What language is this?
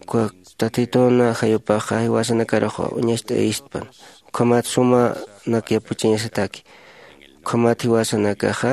Aymara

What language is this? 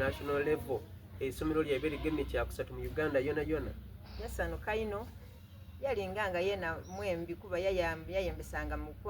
Soga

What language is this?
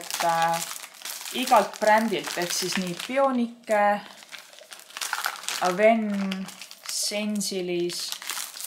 Estonian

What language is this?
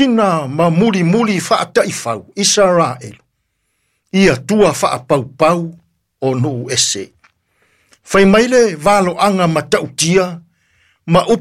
Samoan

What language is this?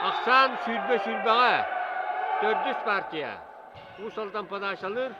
Yakut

